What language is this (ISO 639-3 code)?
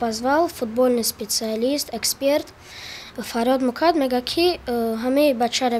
tgk